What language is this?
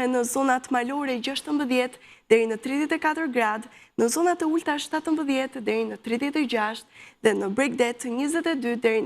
Albanian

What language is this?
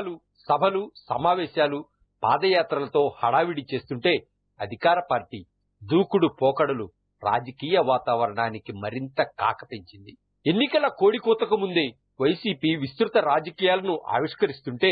Telugu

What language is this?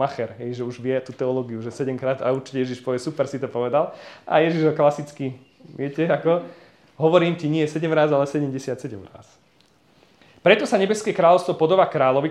Slovak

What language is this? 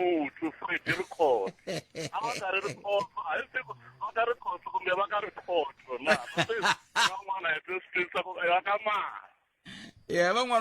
Tsonga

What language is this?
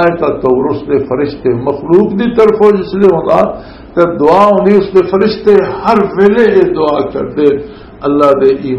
Western Panjabi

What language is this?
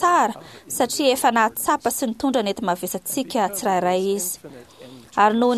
Malagasy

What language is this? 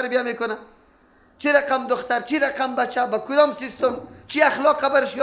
Persian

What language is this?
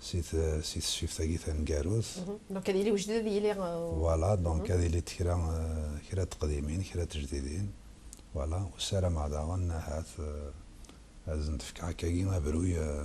Kabyle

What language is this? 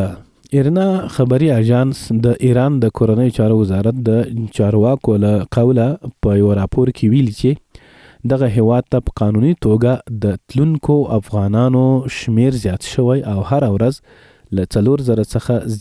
Pashto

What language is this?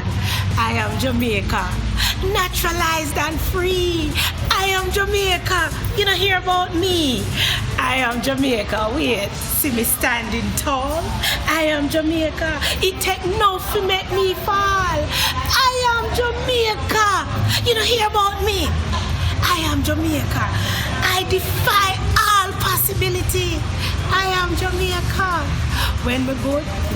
Jamaican Creole English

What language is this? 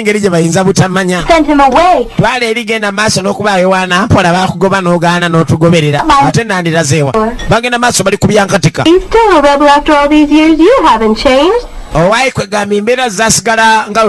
Ganda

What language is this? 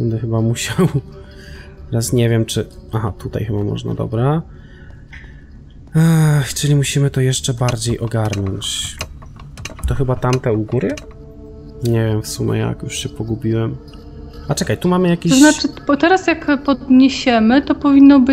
Polish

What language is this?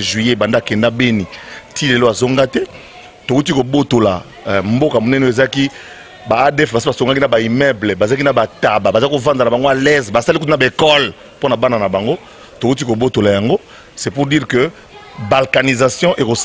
Lingala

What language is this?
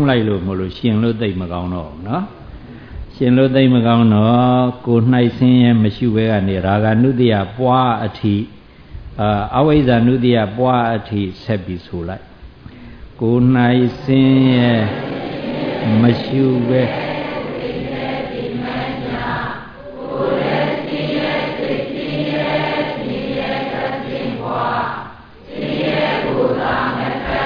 Burmese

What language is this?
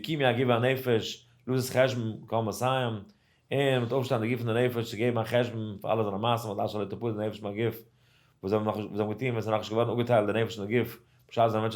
Yiddish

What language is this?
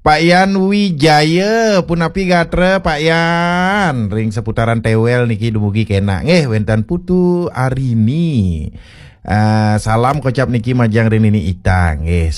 Balinese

